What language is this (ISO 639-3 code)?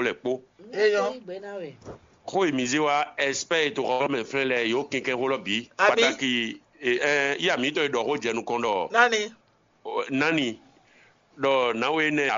fon